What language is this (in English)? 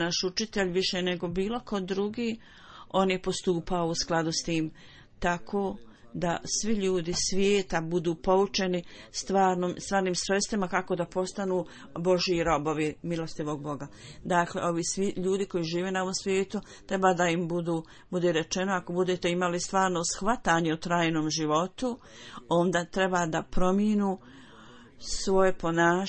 Bosnian